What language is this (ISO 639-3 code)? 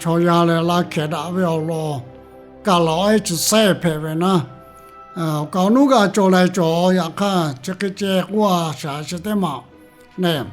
lhu